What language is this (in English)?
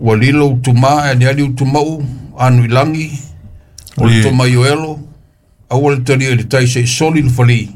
Samoan